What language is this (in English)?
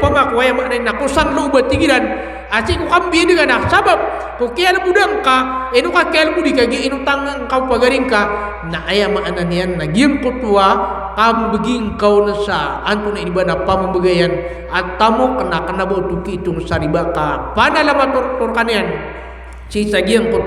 Maranao